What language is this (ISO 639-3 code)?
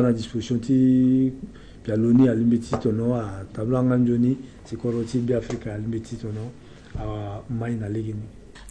sag